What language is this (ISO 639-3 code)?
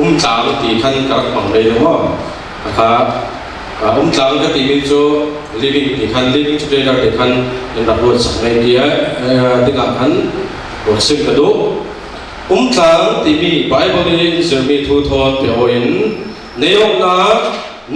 cfm